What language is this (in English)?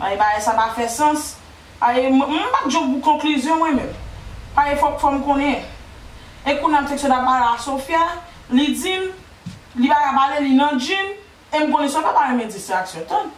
Haitian Creole